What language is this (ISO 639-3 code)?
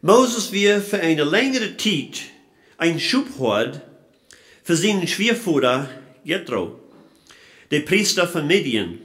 pdt